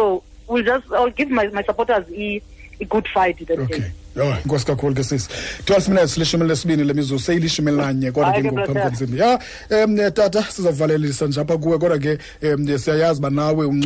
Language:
Xhosa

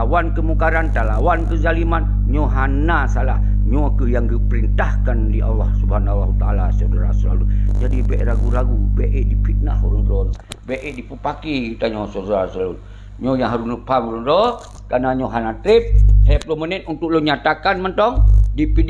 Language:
Achinese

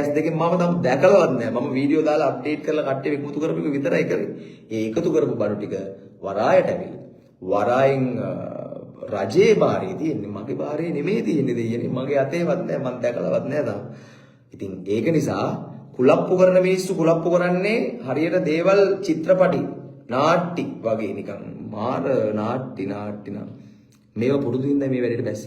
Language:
Sinhala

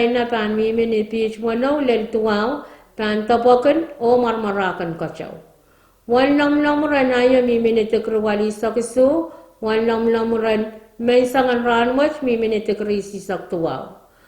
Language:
Pohnpeian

